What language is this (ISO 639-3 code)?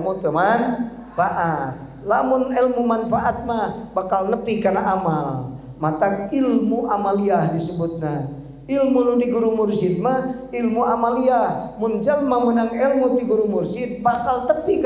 sun